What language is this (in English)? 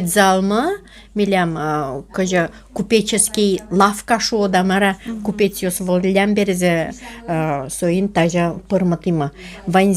Udmurt